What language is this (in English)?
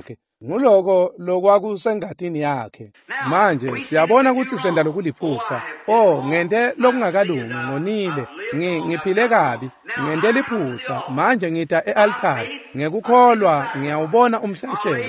Swati